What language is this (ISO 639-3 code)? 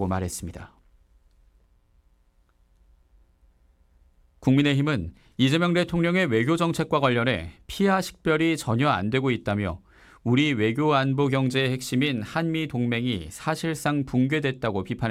kor